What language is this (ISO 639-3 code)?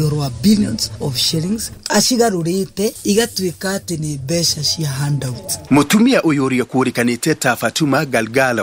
kik